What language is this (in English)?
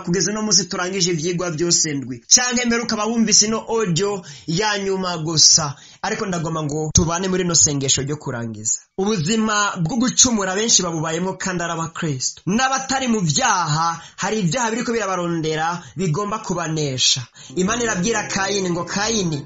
Rundi